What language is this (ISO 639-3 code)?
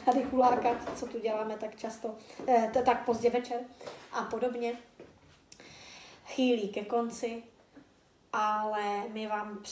ces